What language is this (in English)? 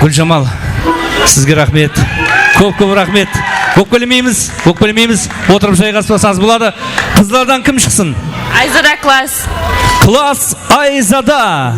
Kara-Kalpak